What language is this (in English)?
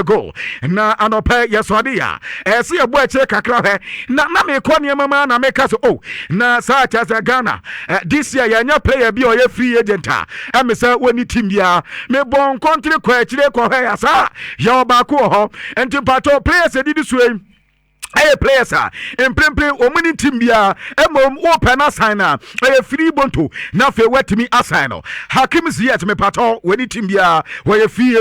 Akan